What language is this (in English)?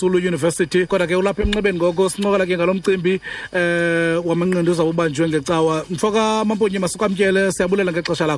Xhosa